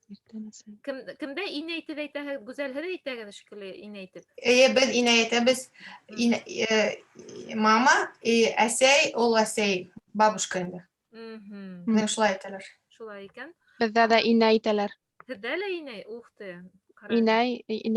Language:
Bashkir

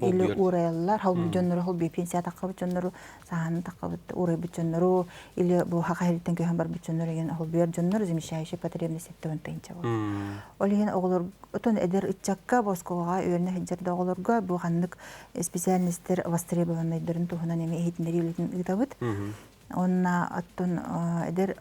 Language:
Yakut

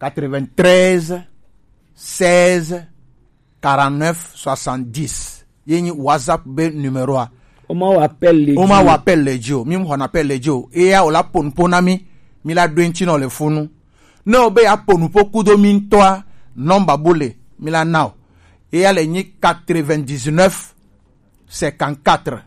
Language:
Gen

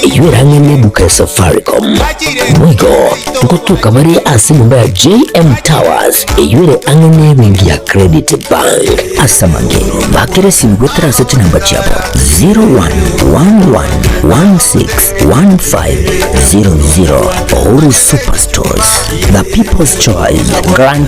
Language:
Gusii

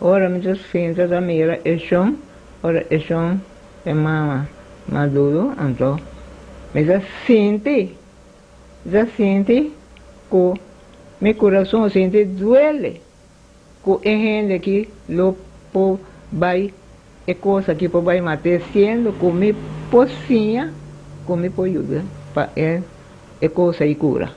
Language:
Papiamento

